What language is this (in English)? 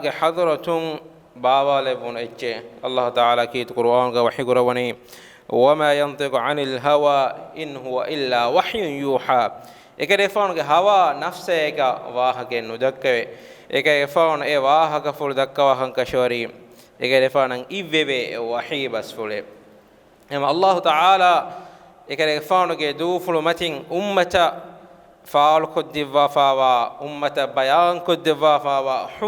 Divehi